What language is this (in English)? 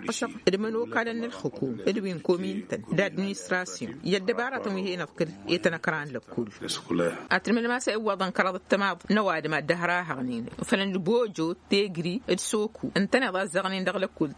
Tamasheq